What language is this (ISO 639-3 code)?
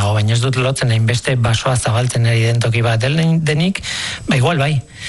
eus